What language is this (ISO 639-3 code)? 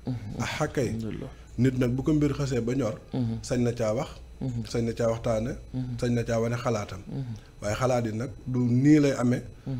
wol